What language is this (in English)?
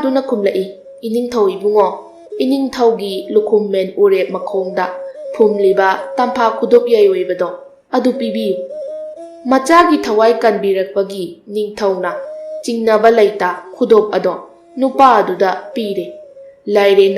Manipuri